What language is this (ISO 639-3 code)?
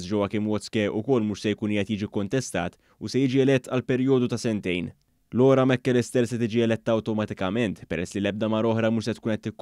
mlt